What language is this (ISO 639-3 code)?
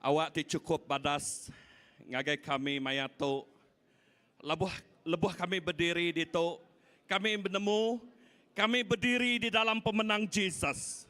iba